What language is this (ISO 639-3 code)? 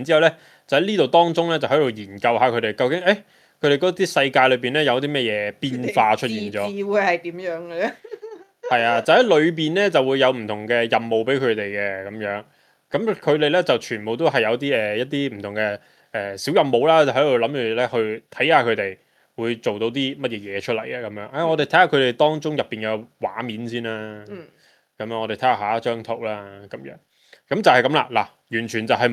yue